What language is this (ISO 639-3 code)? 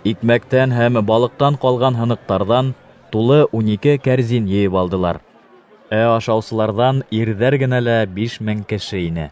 bak